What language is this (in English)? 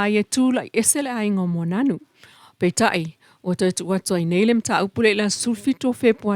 Samoan